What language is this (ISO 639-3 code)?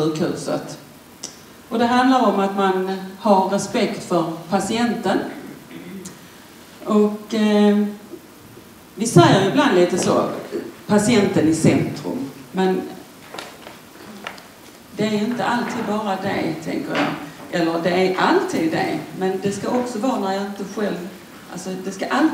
swe